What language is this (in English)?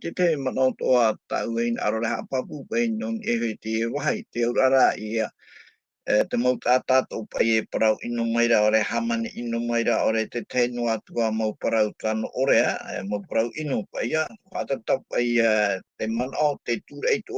Tahitian